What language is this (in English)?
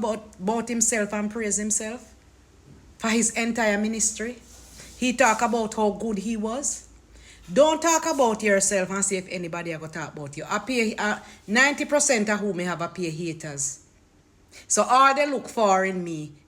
Jamaican Creole English